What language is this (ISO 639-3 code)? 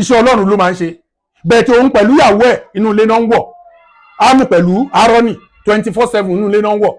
yor